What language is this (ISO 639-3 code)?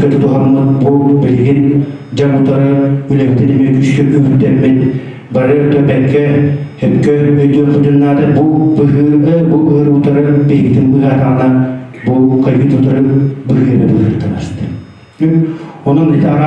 sah